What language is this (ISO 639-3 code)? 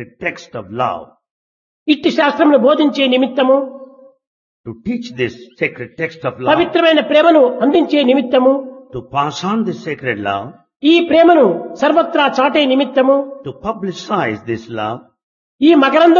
tel